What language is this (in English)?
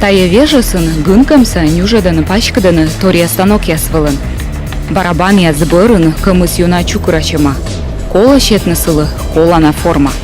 Komi